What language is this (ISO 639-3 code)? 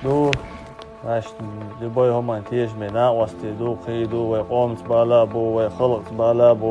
che